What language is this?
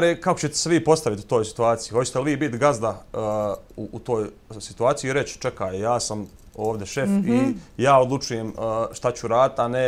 Bosnian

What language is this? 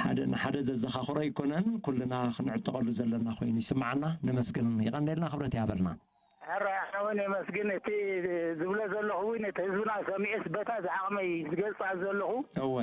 Tigrinya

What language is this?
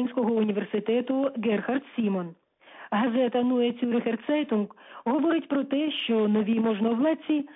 Ukrainian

